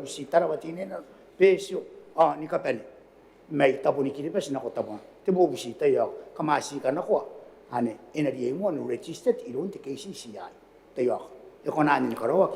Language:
Gilbertese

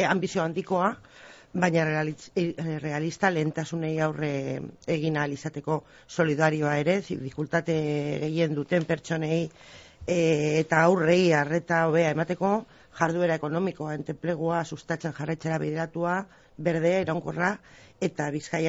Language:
Basque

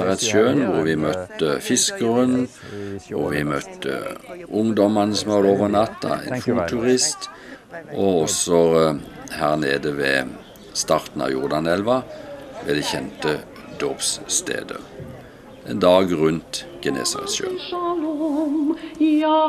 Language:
Norwegian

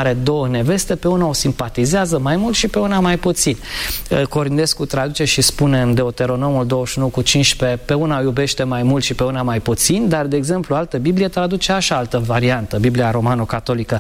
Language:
Romanian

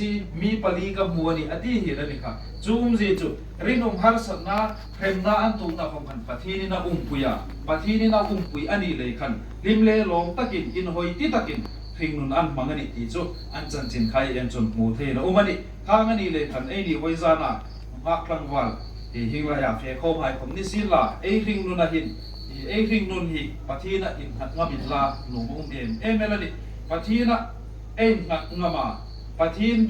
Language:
Hmar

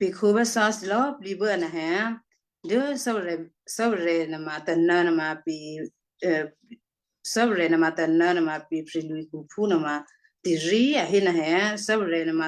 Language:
Western Kayah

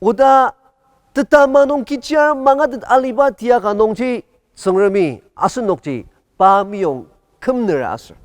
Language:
Ao Naga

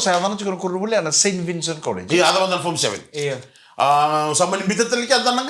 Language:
Fijian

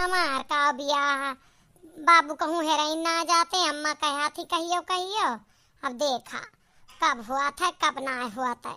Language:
Awadhi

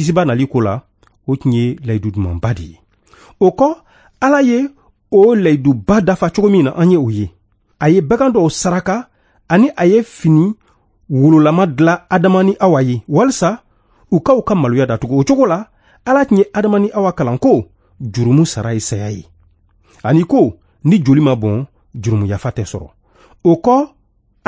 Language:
Bambara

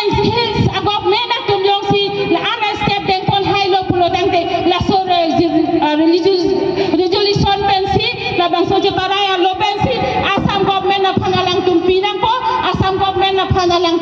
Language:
Karbi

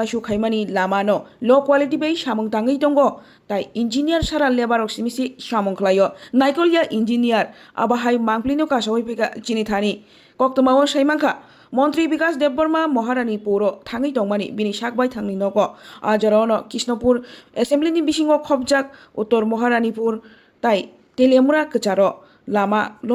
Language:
Kok Borok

